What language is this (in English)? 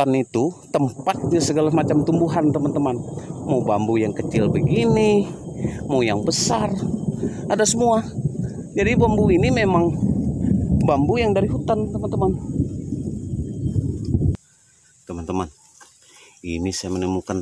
Indonesian